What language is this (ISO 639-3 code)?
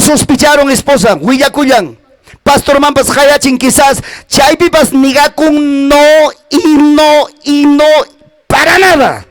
quy